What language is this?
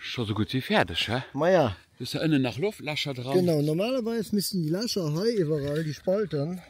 Luxembourgish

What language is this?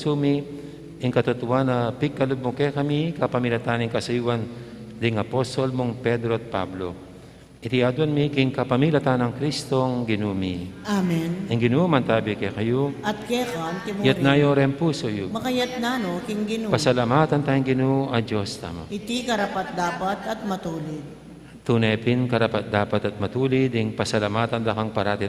Pampanga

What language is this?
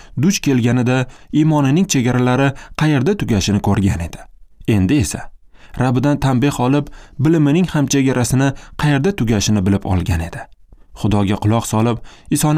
Uzbek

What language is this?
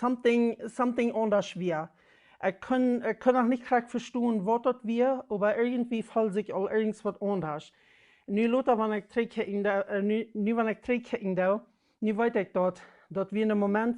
Plautdietsch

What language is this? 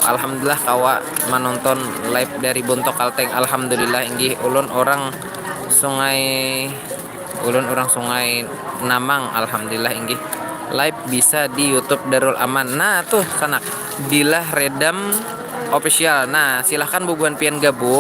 Banjar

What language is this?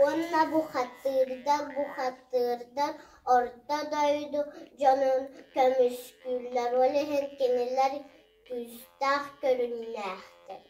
Yakut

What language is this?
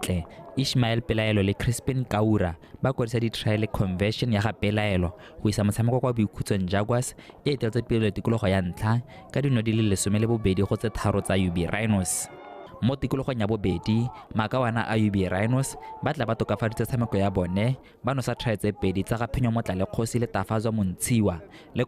Tswana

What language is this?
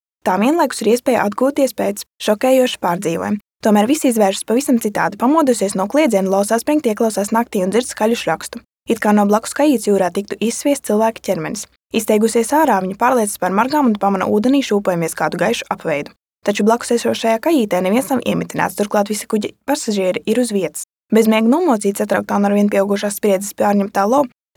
Latvian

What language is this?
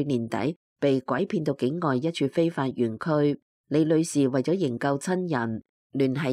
Cantonese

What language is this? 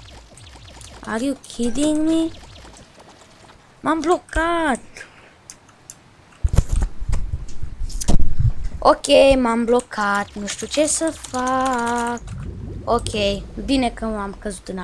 Romanian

